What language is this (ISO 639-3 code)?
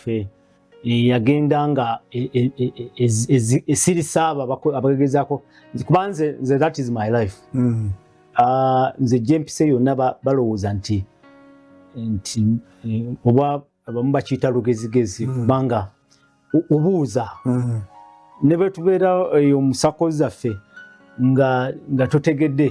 lug